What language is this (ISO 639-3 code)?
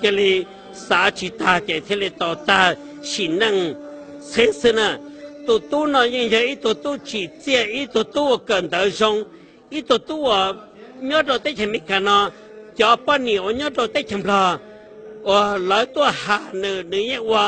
hmn